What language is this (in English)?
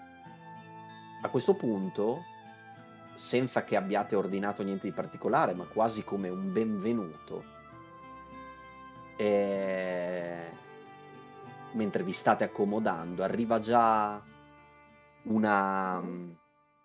Italian